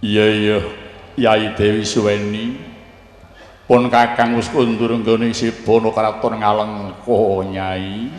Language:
Javanese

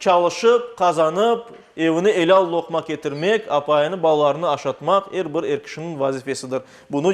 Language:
Crimean Tatar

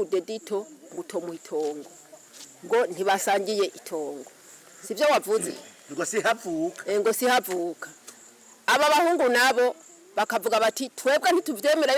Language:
Rundi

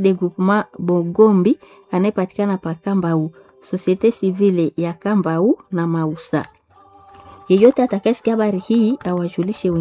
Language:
Swahili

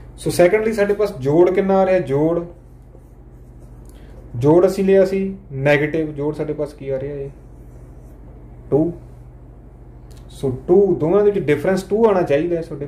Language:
Punjabi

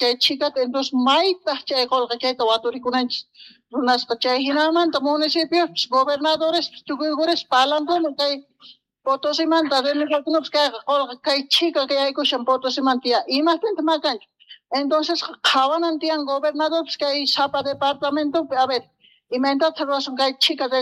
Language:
Quechua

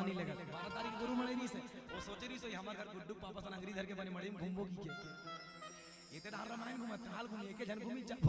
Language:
Chhattisgarhi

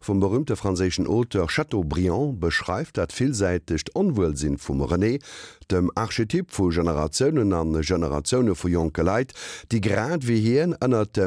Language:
Luxembourgish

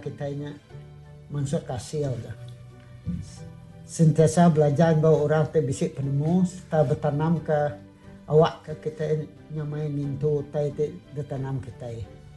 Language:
Iban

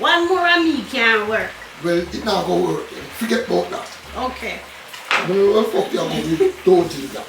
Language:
Jamaican Creole English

